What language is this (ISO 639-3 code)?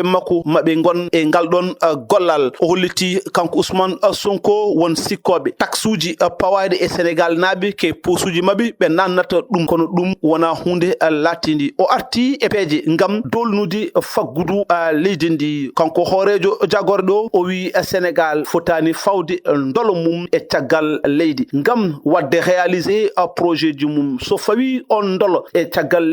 ful